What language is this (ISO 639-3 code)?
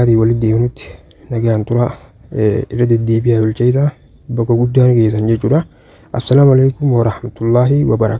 orm